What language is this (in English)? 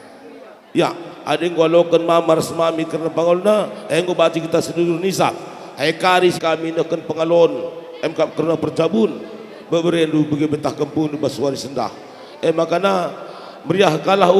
Batak Karo